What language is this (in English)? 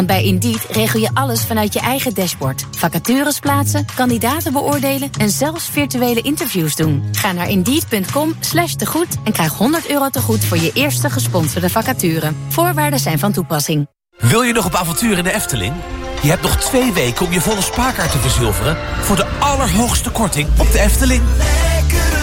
Dutch